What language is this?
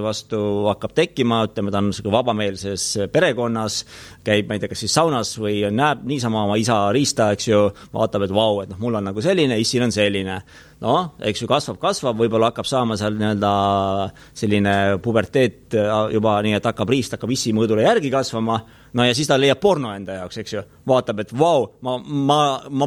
Estonian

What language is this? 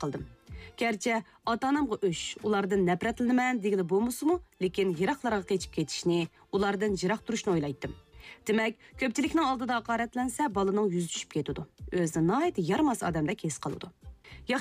Uyghur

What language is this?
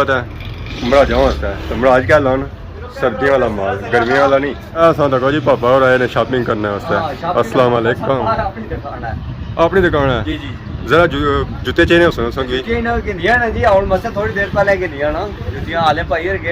Pahari-Potwari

